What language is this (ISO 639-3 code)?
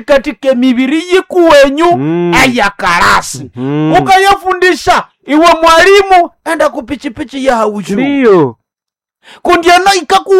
nnb